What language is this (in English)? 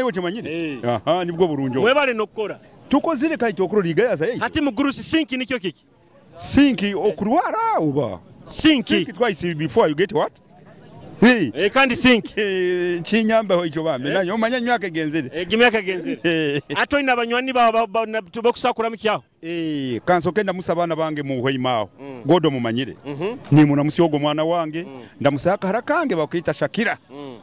Nyoro